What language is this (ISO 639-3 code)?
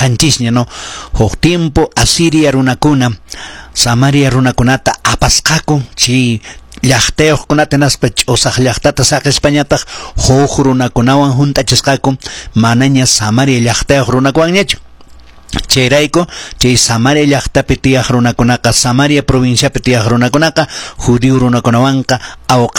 que